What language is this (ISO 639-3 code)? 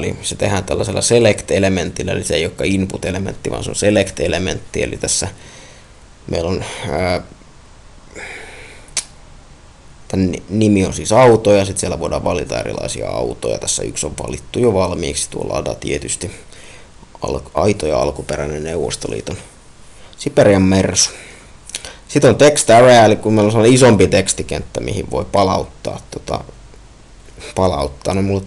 fin